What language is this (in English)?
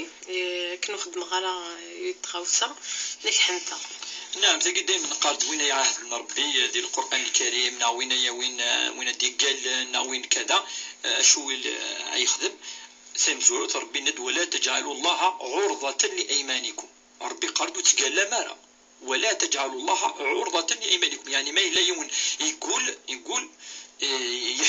Kabyle